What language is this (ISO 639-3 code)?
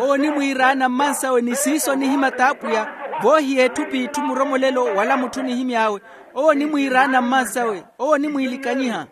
vmw